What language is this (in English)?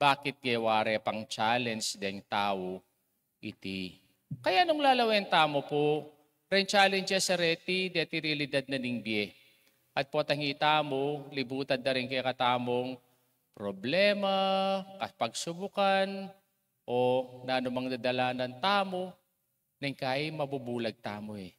Pampanga